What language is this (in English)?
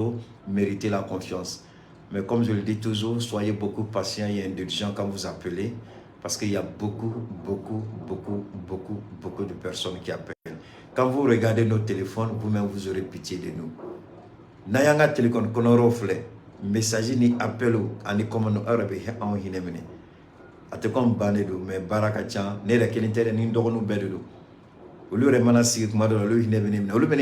Bambara